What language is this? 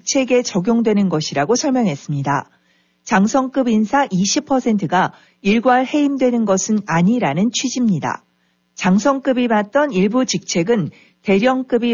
Korean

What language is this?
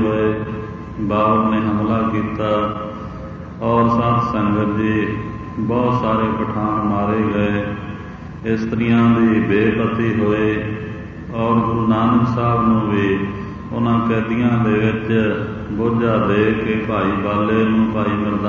Punjabi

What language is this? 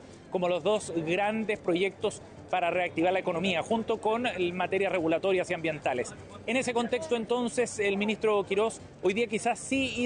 Spanish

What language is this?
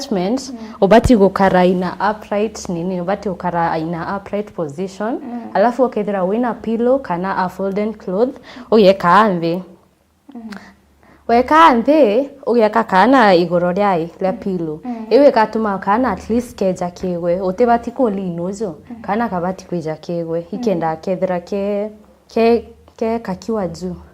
Meru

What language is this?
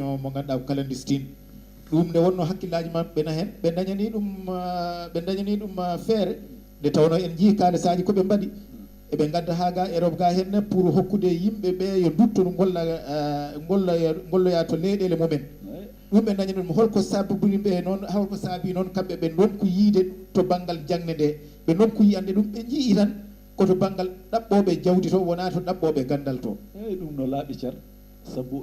Fula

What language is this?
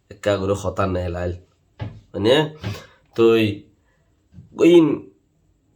Rohingya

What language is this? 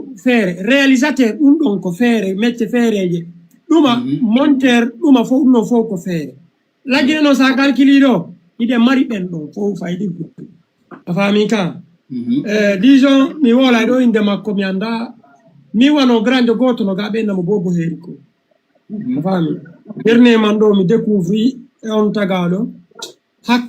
Fula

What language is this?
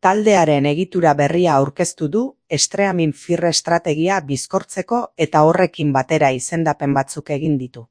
Basque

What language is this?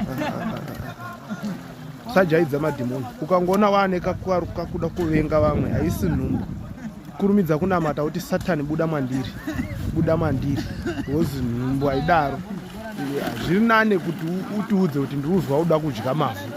Shona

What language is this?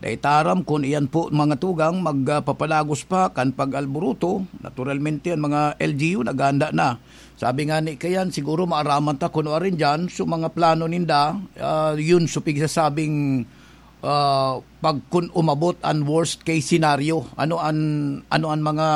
Bikol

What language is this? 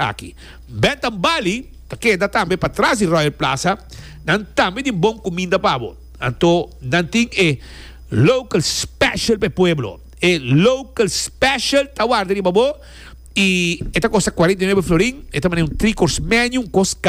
Papiamento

